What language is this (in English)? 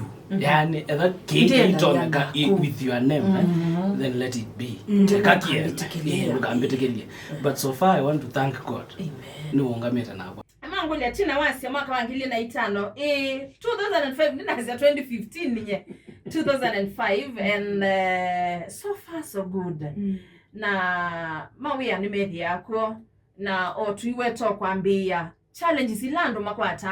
Kamba